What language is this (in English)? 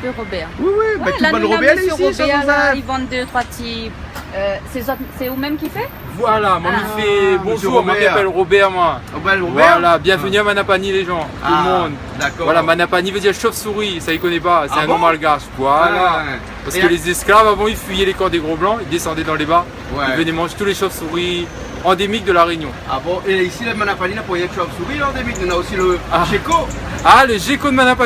Réunion Creole French